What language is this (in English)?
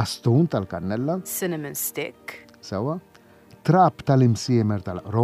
Maltese